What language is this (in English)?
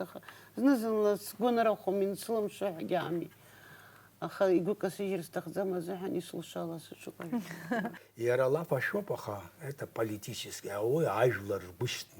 Abkhazian